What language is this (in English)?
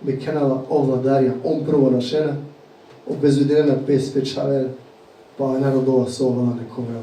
Balkan Romani